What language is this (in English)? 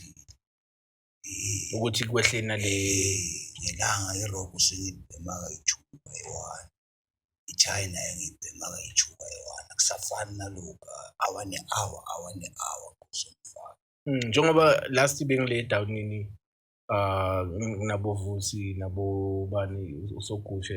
Zulu